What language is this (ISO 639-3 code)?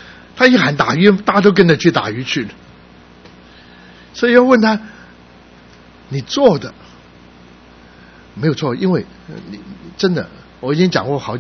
zho